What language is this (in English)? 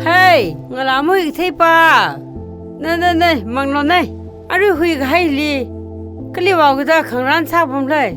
Tangkhul Naga (India)